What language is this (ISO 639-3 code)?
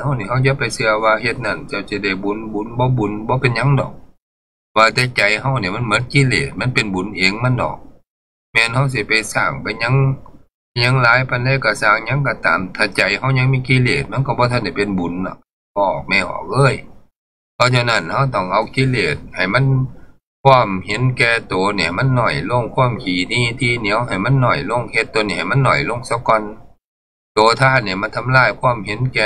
tts